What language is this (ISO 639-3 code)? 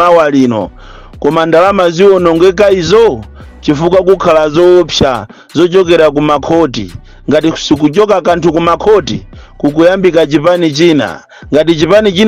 nya